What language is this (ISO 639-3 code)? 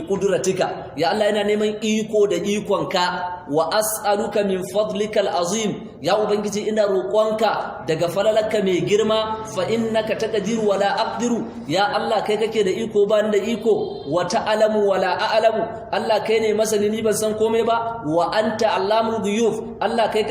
hau